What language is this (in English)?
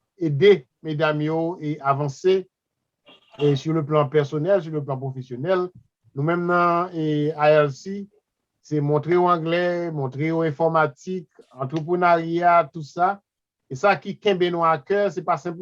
Haitian Creole